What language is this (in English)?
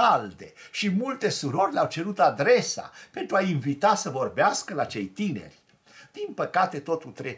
Romanian